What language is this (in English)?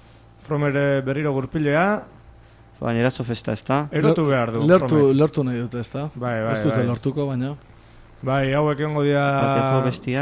Basque